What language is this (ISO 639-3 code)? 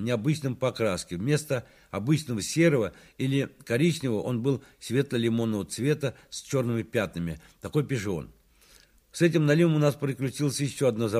rus